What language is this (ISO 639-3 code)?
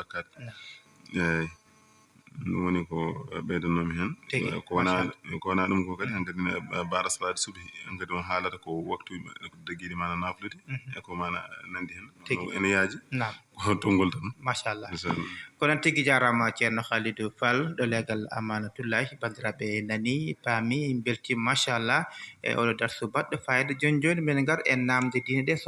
ful